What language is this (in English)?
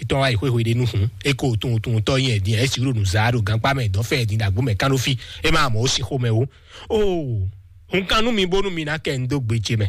Fon